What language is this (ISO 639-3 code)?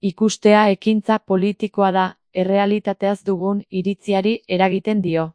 eus